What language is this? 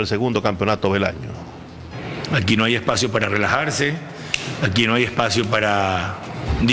Spanish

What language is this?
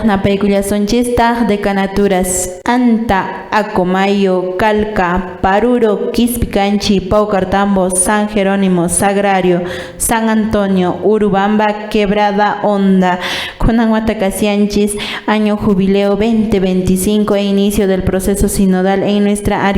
Quechua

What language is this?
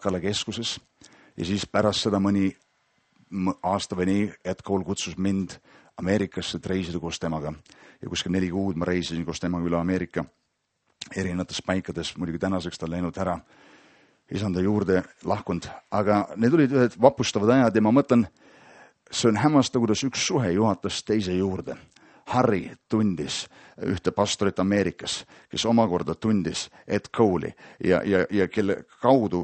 Estonian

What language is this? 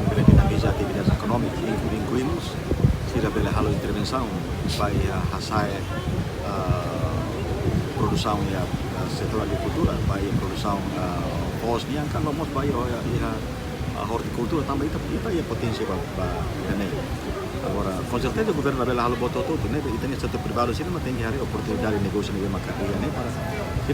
Tetum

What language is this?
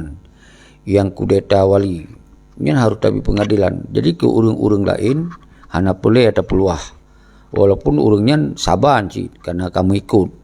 Achinese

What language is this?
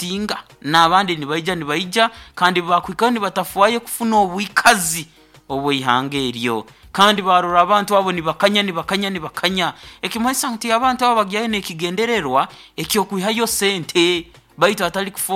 Nyoro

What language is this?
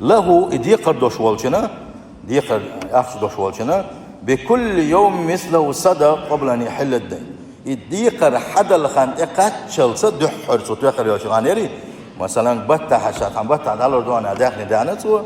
Chechen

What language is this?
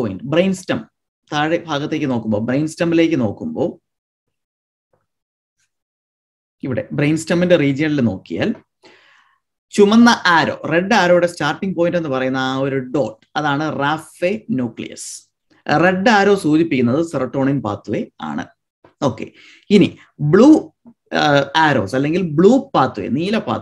Malayalam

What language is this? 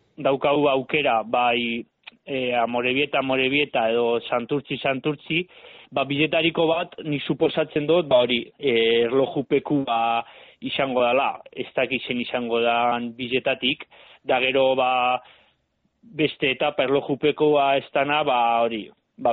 Basque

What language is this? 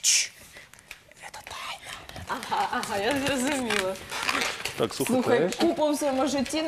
Ukrainian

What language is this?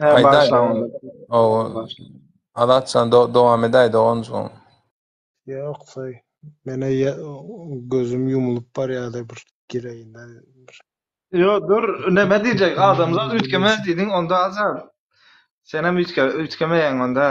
Turkmen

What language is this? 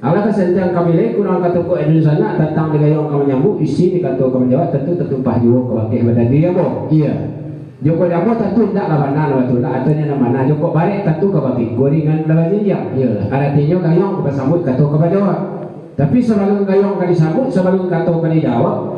Minangkabau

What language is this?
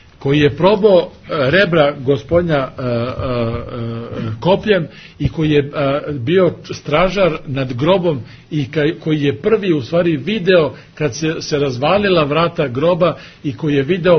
Serbian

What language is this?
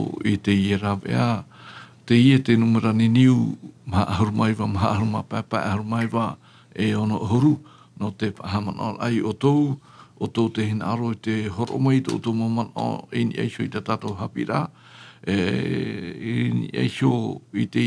Tahitian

